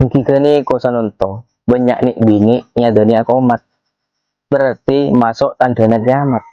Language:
Madurese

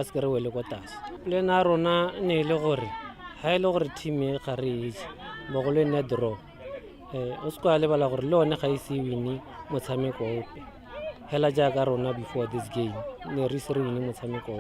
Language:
Tswana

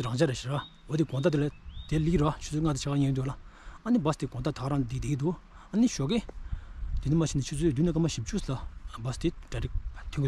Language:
Tibetan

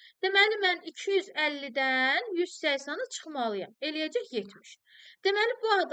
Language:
Azerbaijani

